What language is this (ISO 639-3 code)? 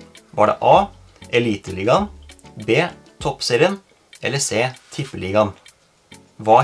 nor